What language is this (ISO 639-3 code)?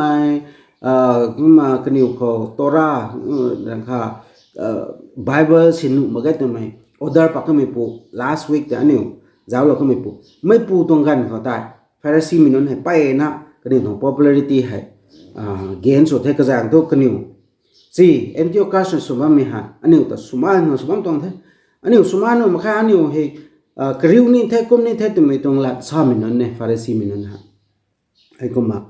nbu